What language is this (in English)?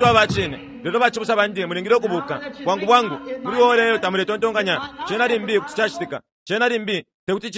Bemba